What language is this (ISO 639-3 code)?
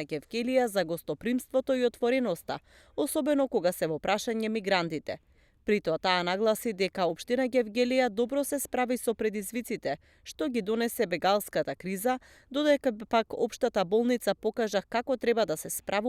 mkd